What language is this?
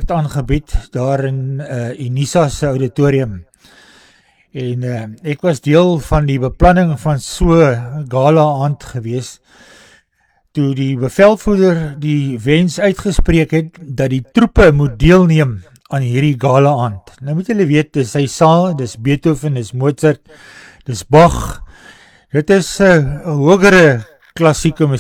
Afrikaans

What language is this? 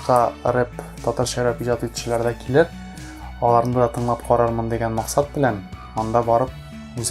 Tatar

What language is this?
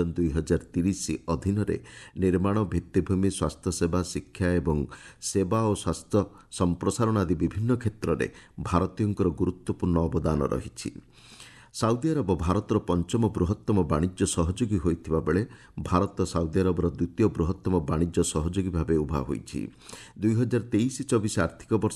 Odia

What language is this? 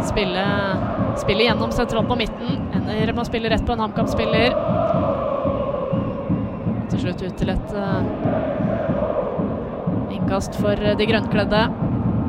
Norwegian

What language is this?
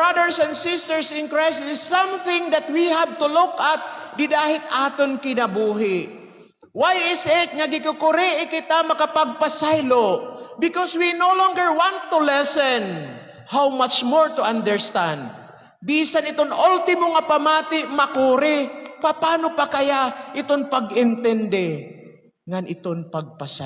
Waray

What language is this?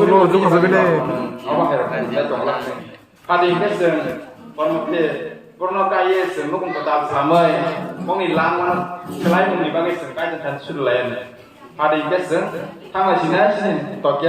Kok Borok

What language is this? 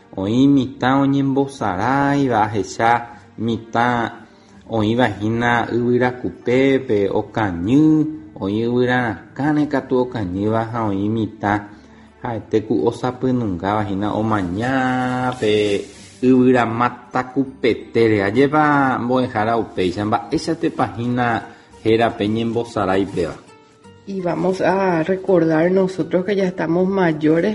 Guarani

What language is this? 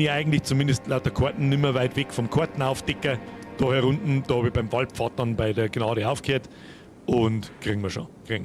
Bavarian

